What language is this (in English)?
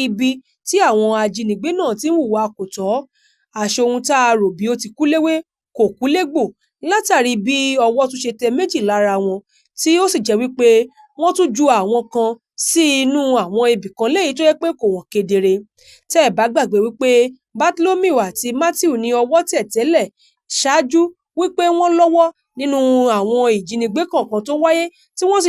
Yoruba